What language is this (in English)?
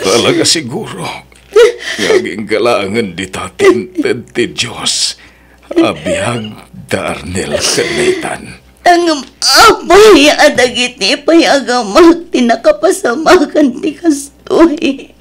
Iloko